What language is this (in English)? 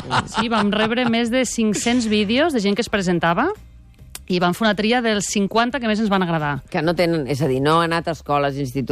Catalan